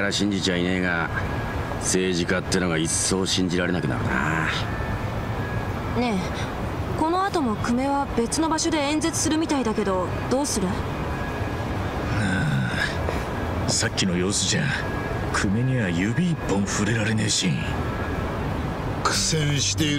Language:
Japanese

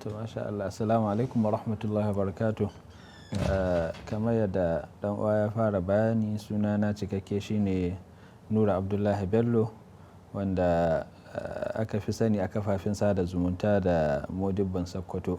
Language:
Hausa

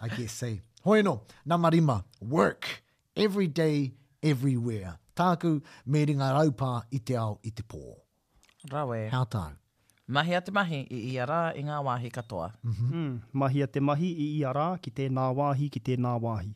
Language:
Māori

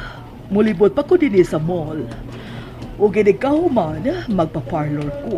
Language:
Cebuano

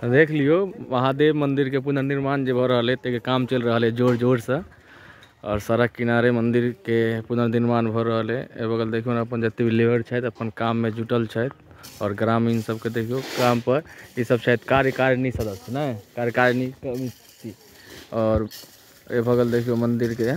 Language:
Maithili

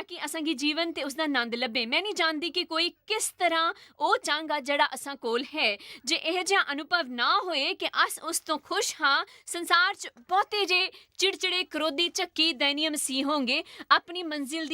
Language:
Dogri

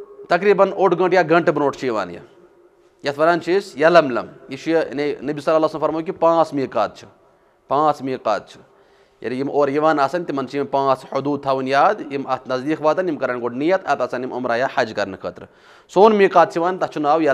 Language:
Kashmiri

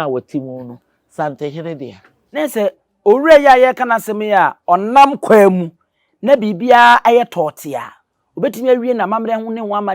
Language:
Akan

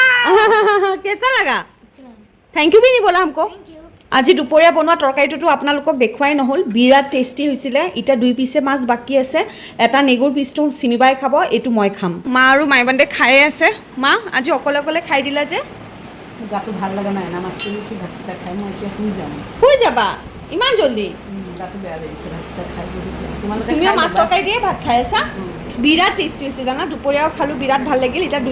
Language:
Assamese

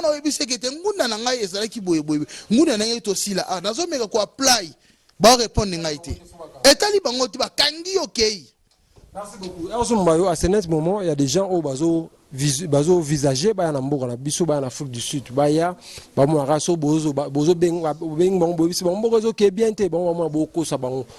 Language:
Lingala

